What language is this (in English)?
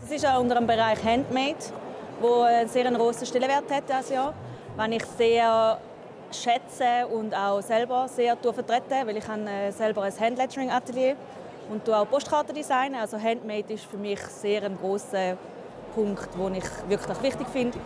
Swiss German